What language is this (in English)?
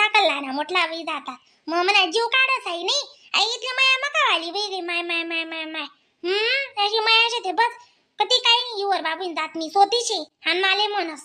Khandesi